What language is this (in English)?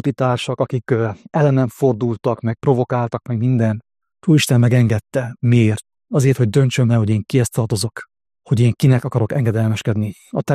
Hungarian